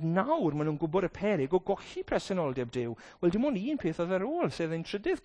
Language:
Welsh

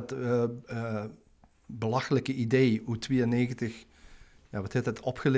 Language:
Limburgish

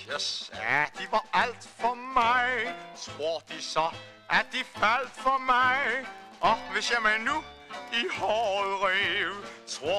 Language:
Danish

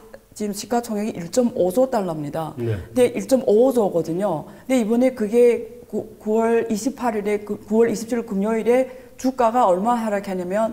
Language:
Korean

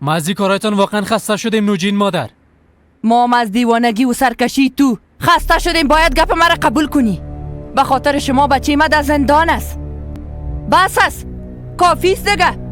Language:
Persian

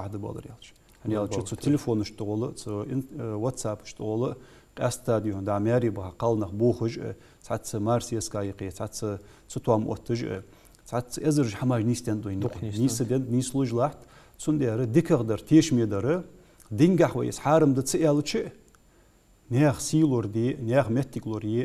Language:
Ingush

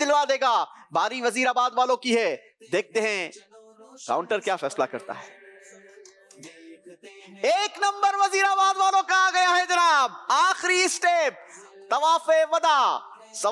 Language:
Urdu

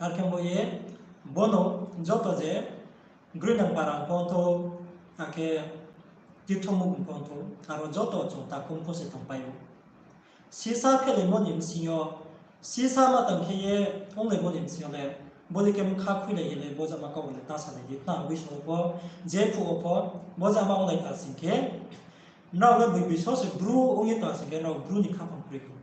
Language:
Riang (India)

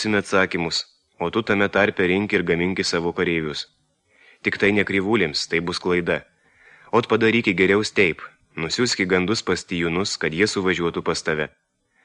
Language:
Lithuanian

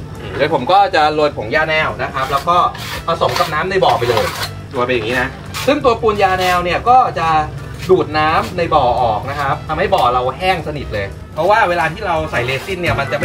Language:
Thai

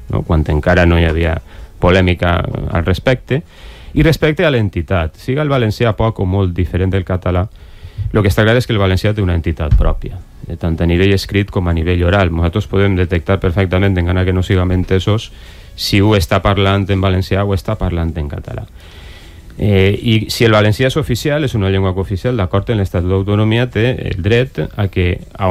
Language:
Catalan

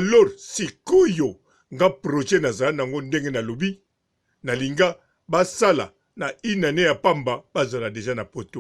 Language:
Lingala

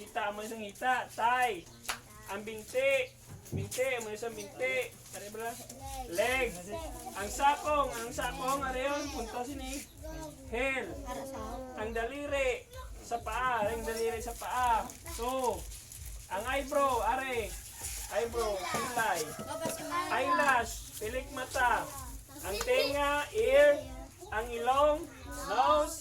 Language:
Hiligaynon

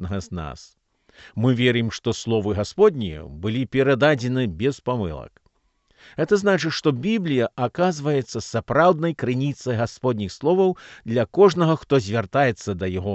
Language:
Belarusian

